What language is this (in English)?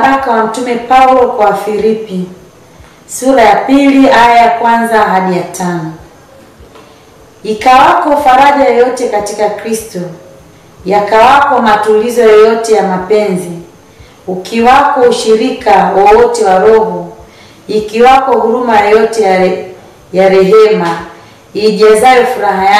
Swahili